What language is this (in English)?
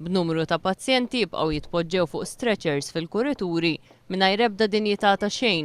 Maltese